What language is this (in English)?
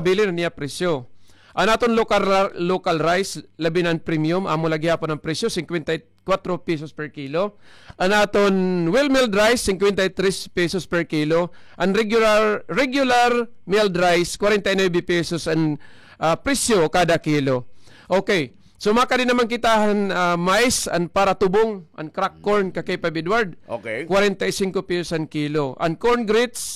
Waray